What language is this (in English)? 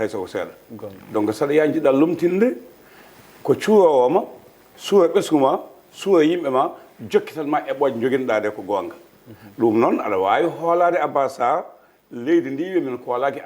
Fula